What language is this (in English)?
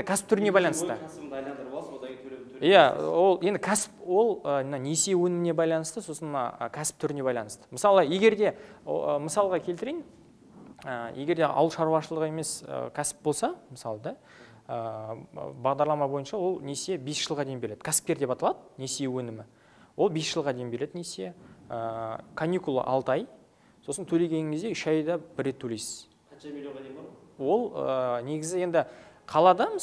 Kazakh